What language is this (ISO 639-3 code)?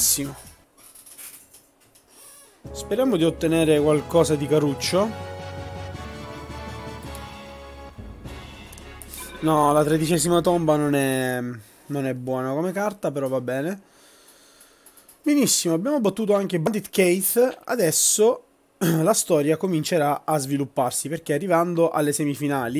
ita